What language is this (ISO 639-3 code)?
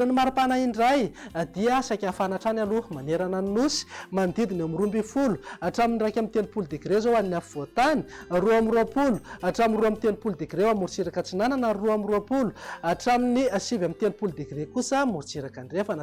mlg